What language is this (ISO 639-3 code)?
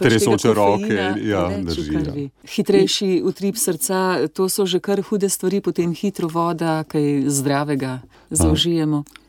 slv